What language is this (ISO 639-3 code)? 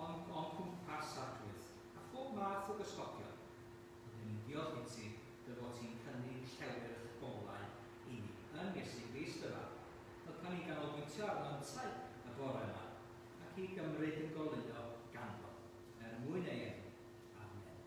cym